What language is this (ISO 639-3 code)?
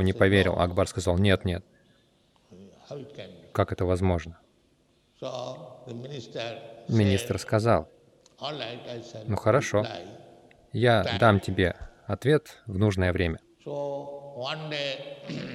rus